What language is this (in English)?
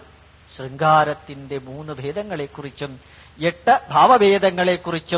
Malayalam